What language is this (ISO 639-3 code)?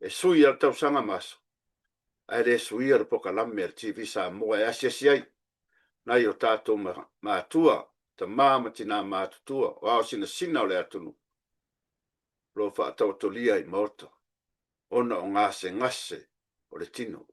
smo